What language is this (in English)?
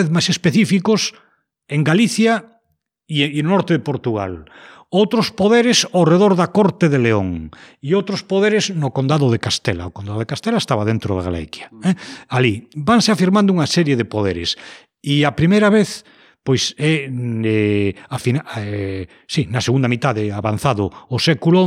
Galician